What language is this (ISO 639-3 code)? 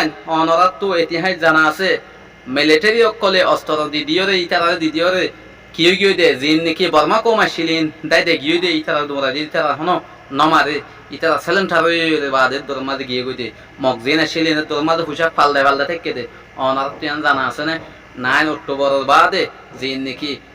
rhg